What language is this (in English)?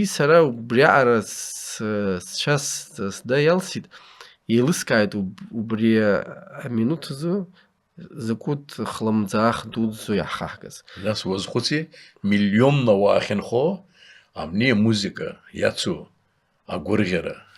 Abkhazian